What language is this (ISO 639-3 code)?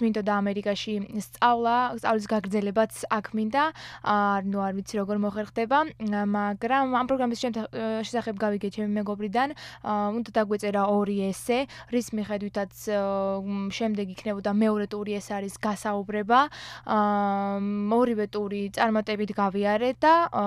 kat